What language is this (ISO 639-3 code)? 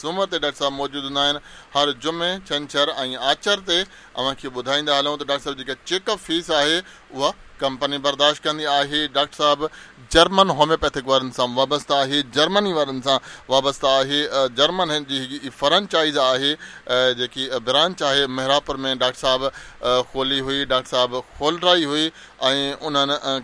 snd